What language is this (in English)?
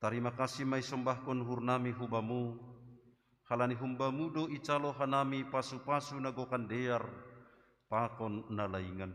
Batak Simalungun